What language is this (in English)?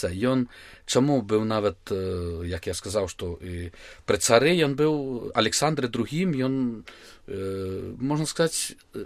Belarusian